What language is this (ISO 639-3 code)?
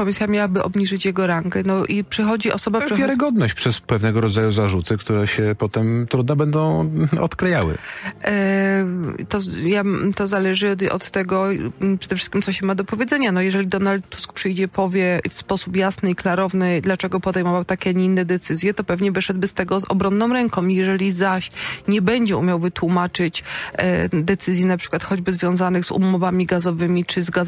pol